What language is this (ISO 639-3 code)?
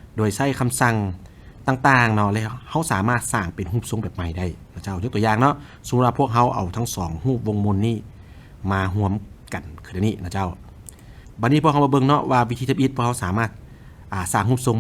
lao